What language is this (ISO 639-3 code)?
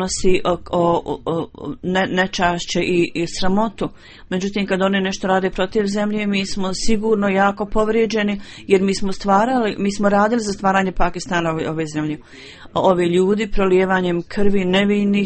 bos